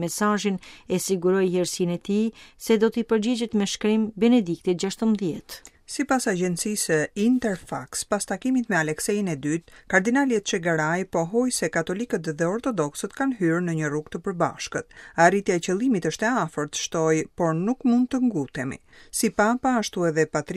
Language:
Albanian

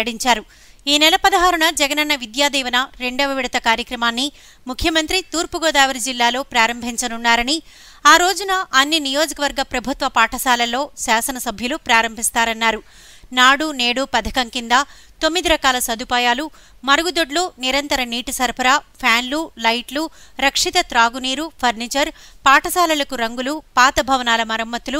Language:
Telugu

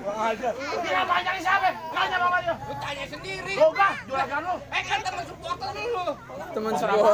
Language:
Betawi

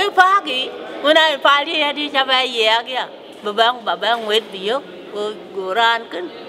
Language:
Dinka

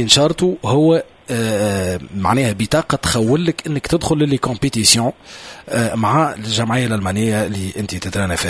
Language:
Tunisian Arabic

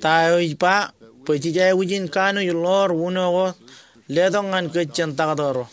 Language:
Marshallese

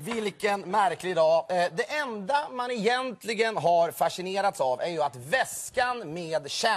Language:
Swedish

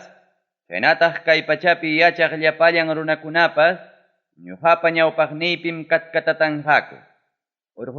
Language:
Ayacucho Quechua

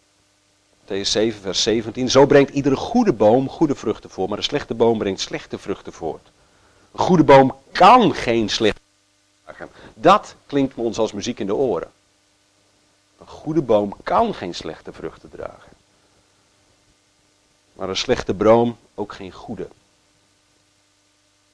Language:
Dutch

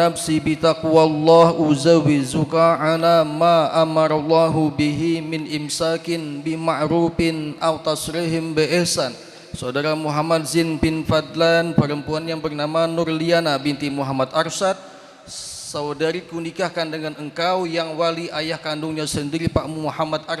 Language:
Banjar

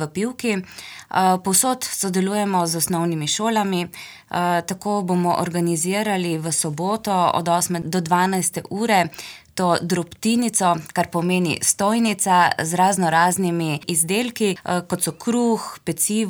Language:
Slovenian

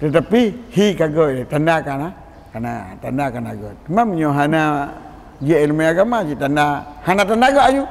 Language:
Achinese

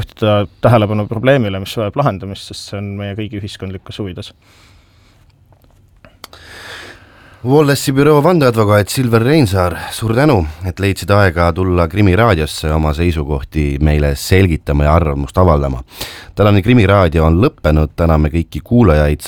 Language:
Estonian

